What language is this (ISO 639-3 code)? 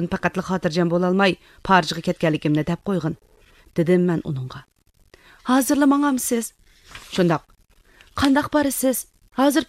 uig